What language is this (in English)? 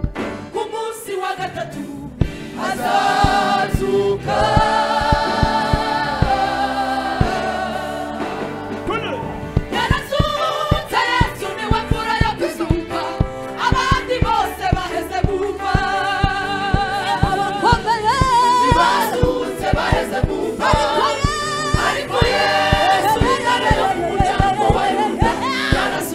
Kinyarwanda